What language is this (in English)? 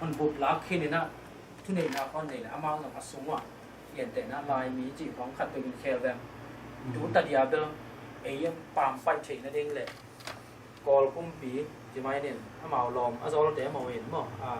Tedim Chin